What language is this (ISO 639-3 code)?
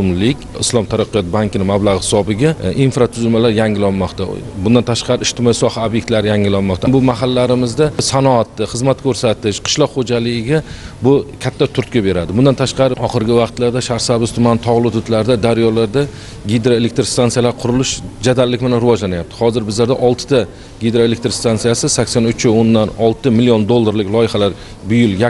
uzb